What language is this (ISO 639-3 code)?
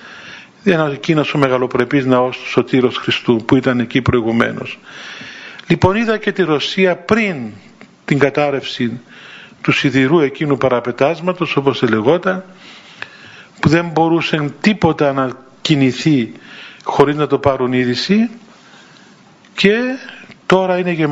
ell